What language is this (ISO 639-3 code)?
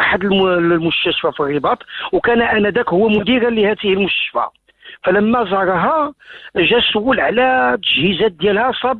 ary